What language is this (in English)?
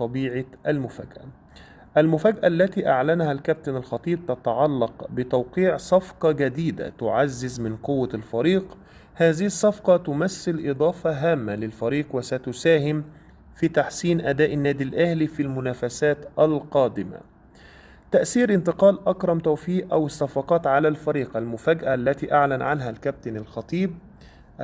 Egyptian Arabic